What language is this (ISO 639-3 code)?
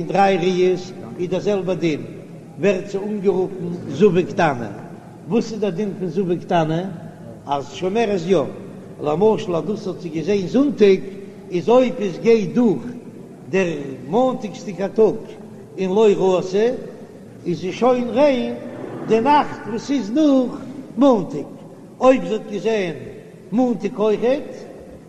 yid